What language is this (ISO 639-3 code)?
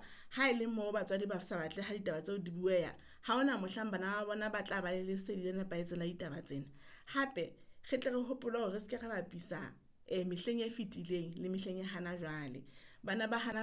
sot